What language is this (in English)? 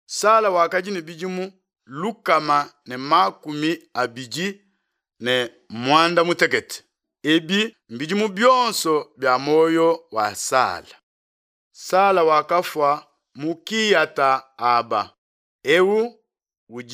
Luba-Lulua